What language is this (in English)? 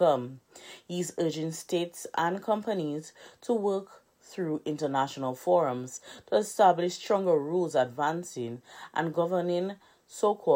English